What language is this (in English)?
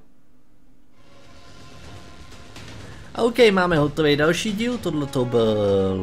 Czech